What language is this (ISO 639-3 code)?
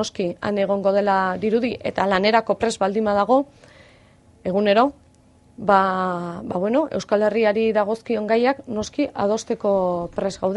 eus